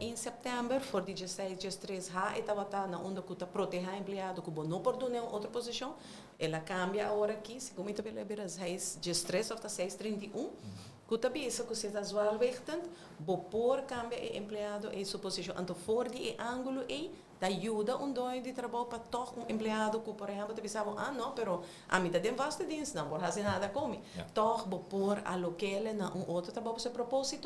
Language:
Papiamento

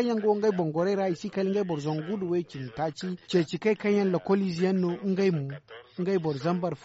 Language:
Zarma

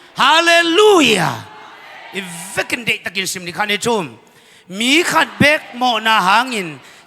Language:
Tedim Chin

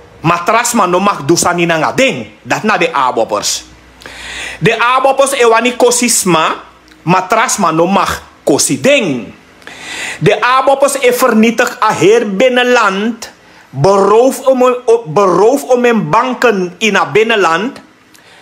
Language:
Sranan Tongo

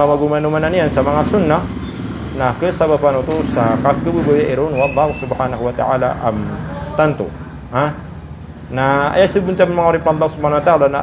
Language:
Maranao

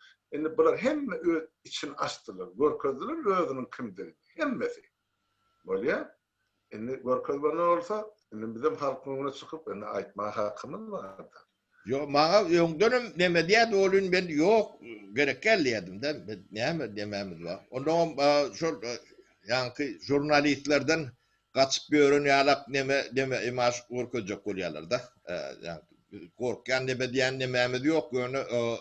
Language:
Turkmen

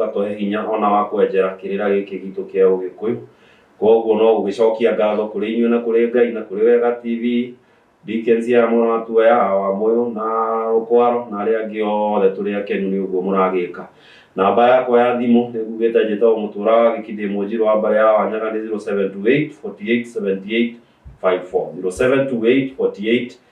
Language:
Kikuyu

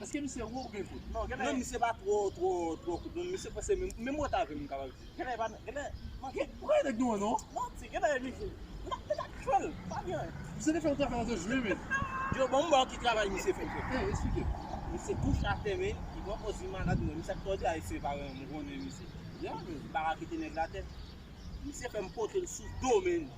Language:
Haitian Creole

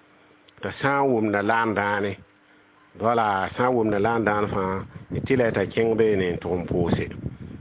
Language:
Mossi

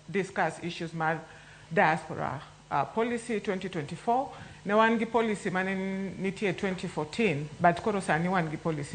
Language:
Luo (Kenya and Tanzania)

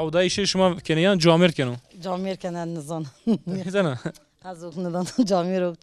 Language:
Zaza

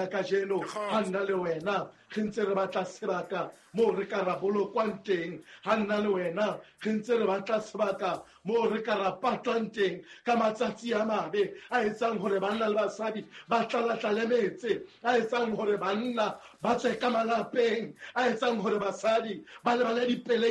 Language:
Southern Sotho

